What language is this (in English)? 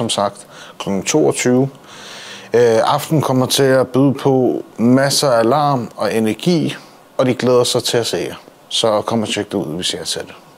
Danish